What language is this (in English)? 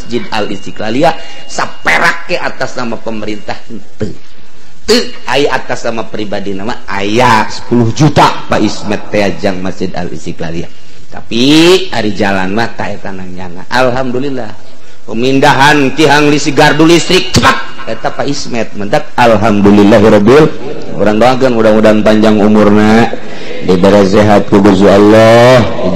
Sundanese